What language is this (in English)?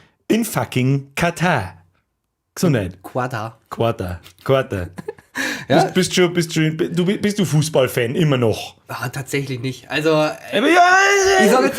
Bavarian